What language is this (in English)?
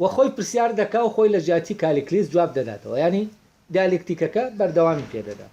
Central Kurdish